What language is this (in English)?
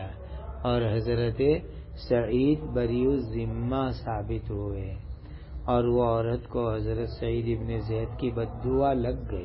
Urdu